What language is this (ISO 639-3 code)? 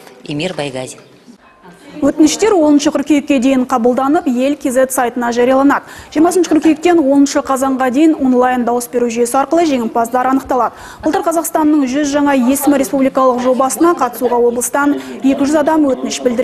kaz